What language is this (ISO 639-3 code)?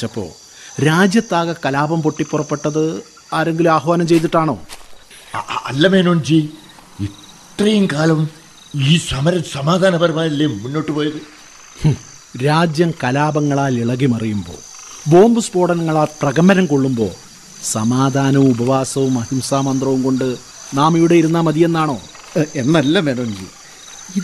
mal